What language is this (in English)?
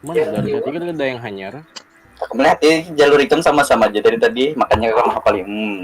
Banjar